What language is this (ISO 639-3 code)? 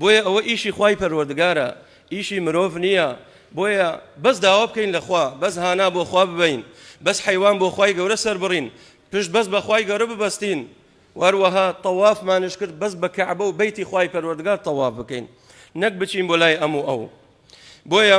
ckb